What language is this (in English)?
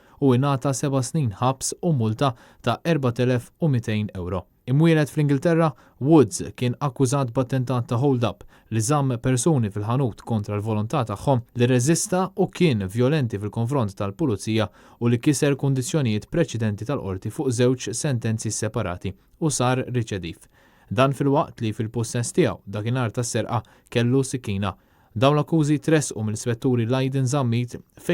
Maltese